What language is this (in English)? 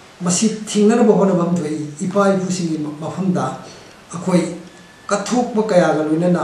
Manipuri